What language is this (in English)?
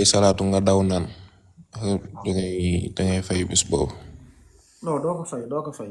Wolof